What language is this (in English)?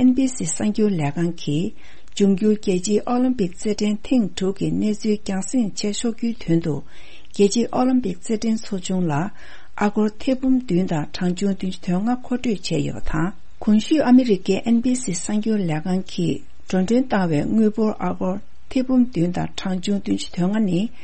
Tibetan